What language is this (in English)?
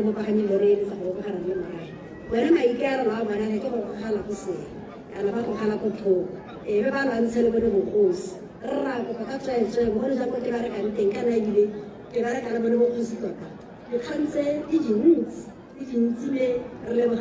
Tswana